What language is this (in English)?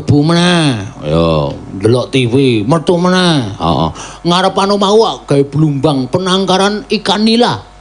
Javanese